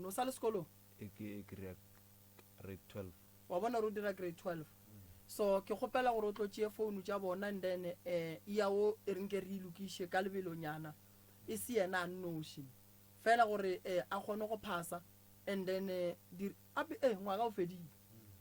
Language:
Northern Sotho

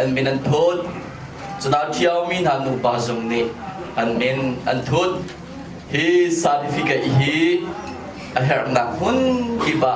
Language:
Hakha Chin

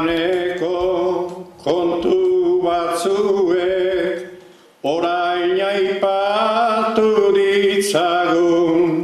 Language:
Basque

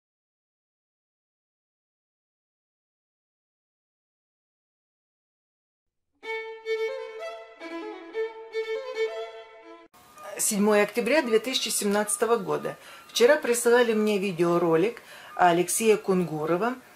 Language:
Russian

